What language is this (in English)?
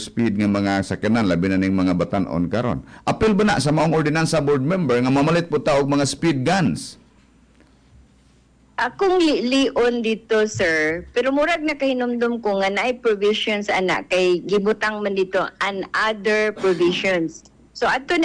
Cebuano